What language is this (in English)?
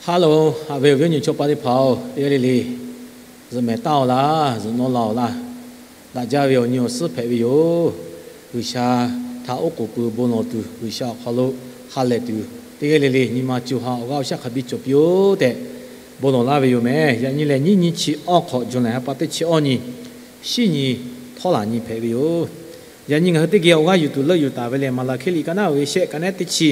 Lahu